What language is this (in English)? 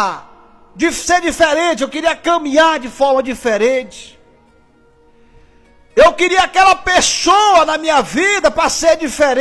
Portuguese